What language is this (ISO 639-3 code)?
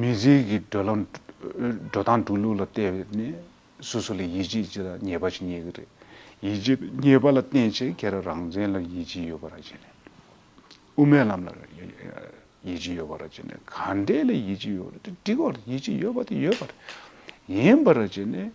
bod